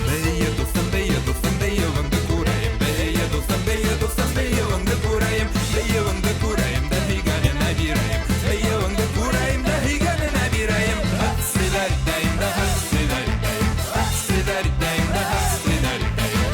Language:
Bashkir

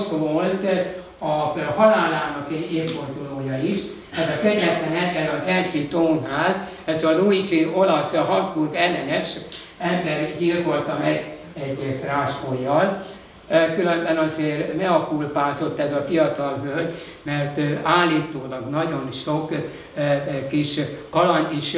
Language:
Hungarian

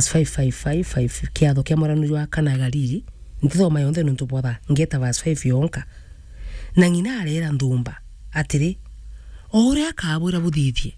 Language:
Meru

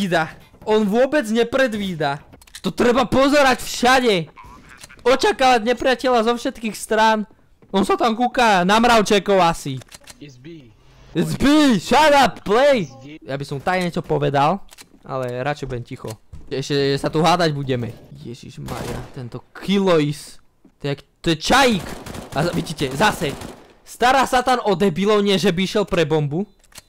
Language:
Slovak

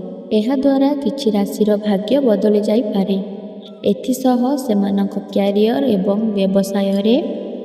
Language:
Odia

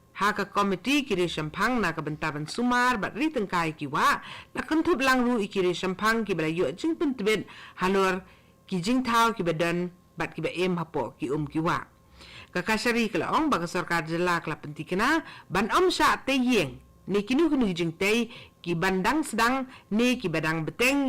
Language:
Khasi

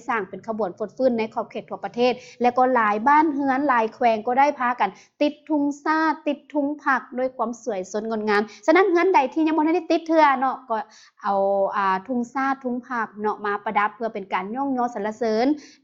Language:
Lao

